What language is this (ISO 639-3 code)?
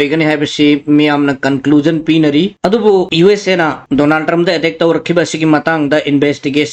mni